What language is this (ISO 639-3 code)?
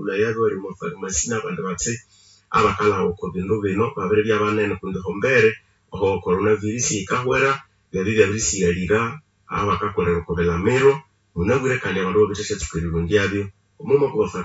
nnb